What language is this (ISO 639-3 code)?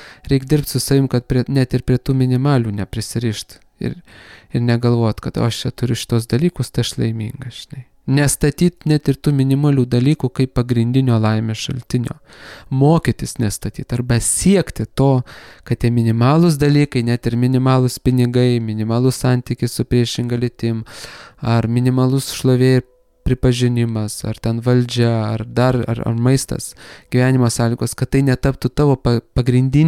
lit